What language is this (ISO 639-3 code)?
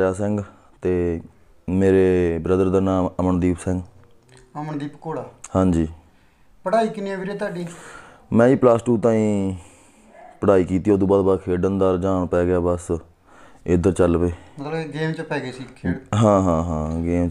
pan